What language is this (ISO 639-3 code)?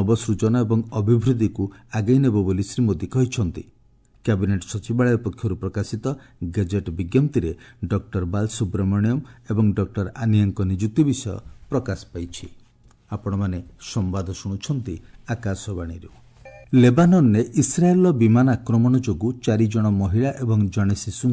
ori